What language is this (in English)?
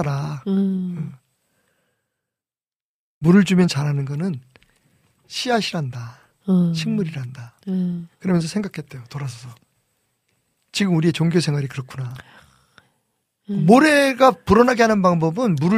Korean